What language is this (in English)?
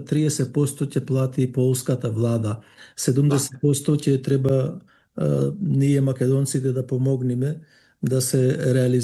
Macedonian